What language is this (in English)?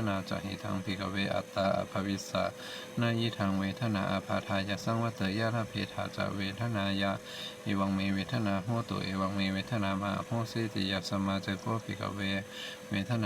Pali